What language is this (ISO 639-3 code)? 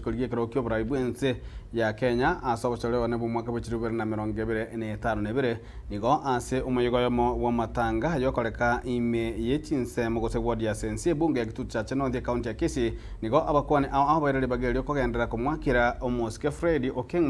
guz